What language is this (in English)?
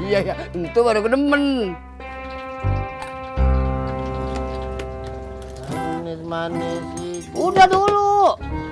Indonesian